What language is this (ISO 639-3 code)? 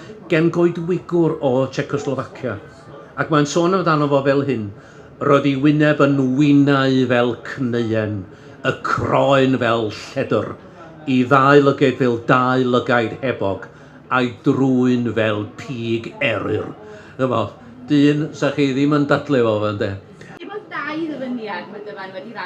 cym